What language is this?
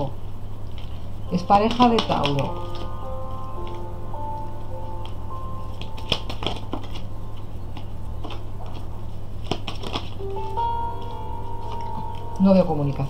Spanish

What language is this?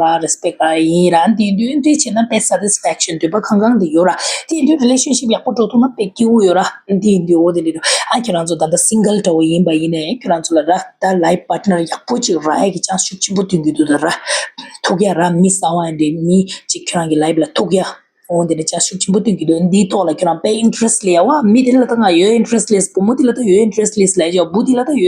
Tibetan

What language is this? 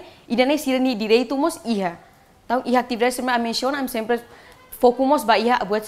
Tetum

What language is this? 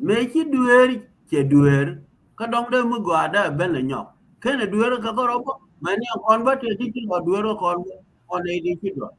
Nuer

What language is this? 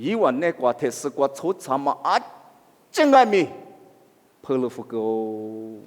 Lisu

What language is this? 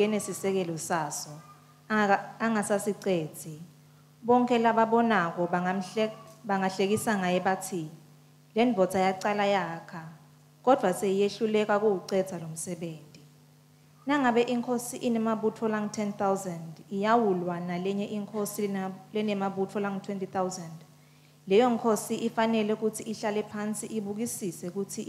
Swati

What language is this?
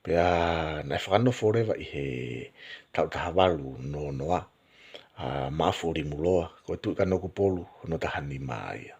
Tongan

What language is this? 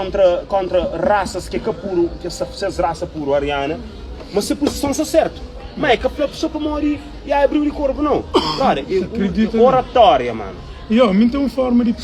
Kabuverdianu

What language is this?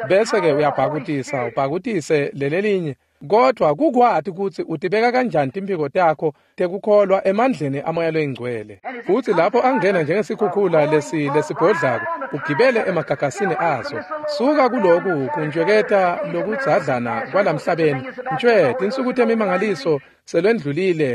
Swati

